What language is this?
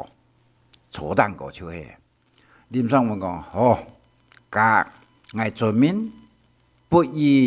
Hakka Chinese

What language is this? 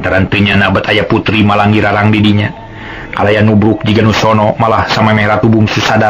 Sundanese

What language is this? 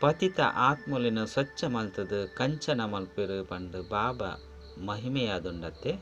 Tulu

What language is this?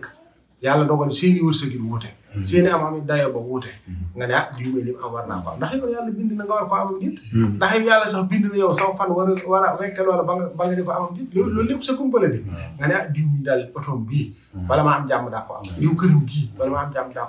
Wolof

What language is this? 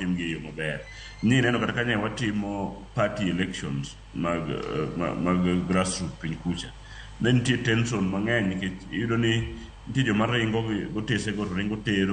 Luo (Kenya and Tanzania)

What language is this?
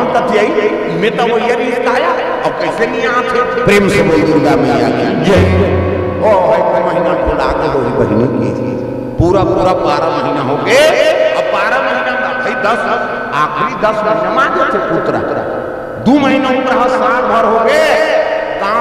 Chhattisgarhi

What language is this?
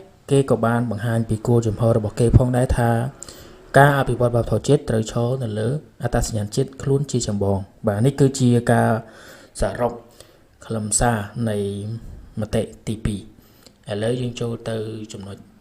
Khmer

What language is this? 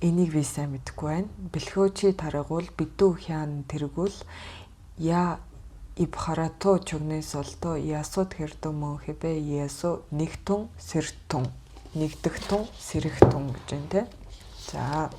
Mongolian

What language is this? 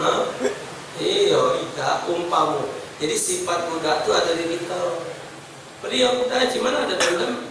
Musi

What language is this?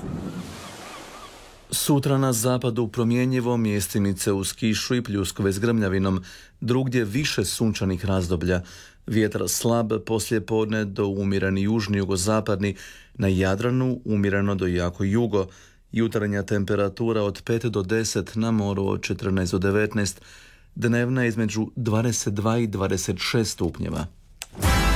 Croatian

